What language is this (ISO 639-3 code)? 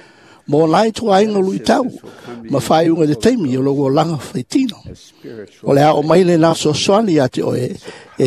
smo